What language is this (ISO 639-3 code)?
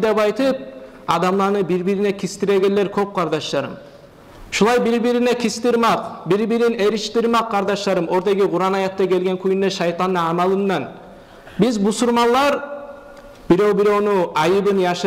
kum